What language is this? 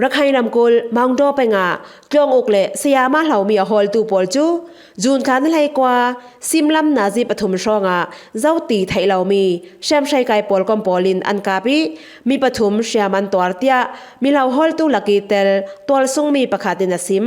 Falam Chin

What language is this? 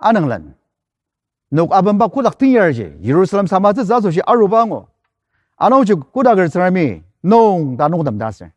Ao Naga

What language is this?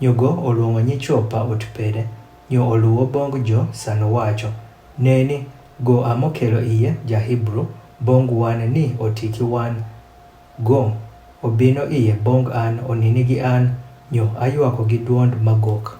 Adhola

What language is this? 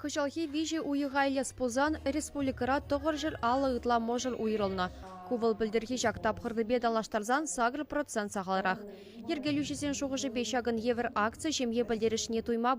Chuvash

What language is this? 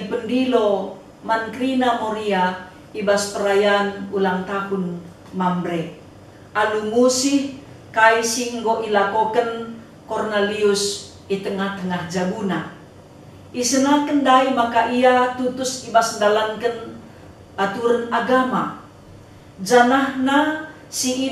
Batak Karo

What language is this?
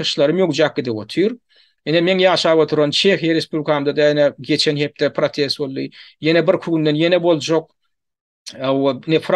Turkmen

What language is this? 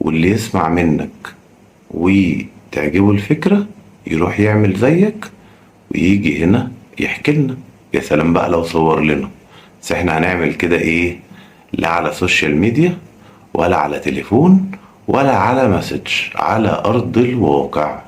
Egyptian Arabic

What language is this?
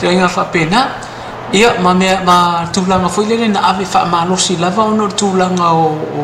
Samoan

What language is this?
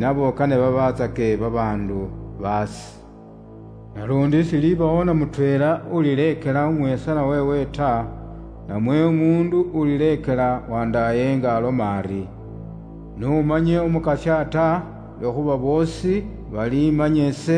Luyia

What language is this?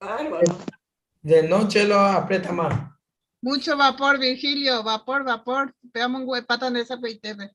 Guarani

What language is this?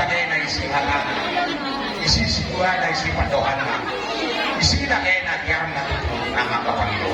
Batak Toba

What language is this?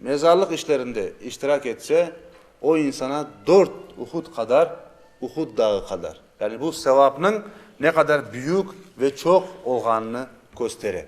Crimean Tatar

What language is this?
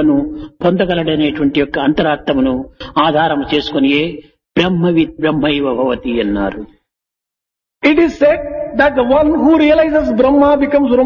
Telugu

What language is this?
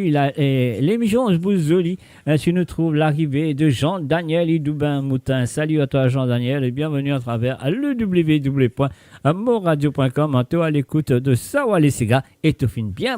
Morisyen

